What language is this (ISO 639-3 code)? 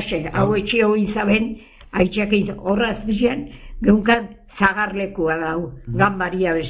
eus